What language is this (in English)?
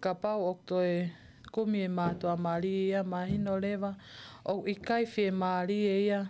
Tongan